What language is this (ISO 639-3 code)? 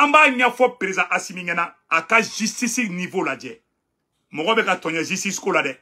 bam